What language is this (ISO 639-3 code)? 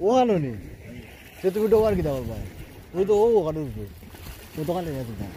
syl